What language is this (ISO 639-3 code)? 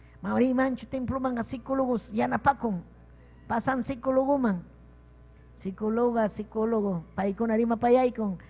quy